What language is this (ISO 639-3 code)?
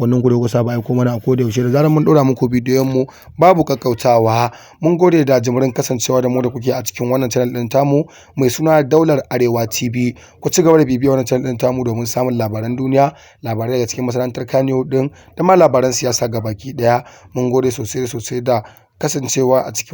hau